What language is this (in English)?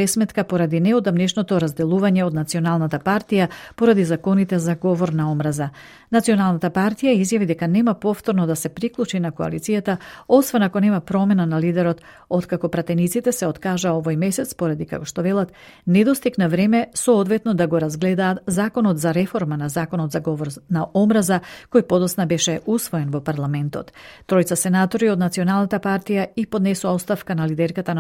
Macedonian